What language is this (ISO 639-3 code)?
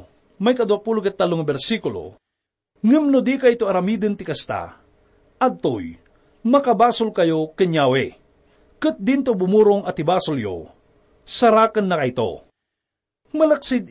ilo